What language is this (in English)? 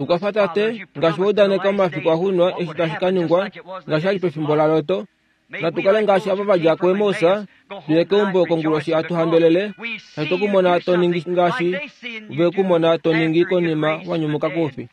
Kuanyama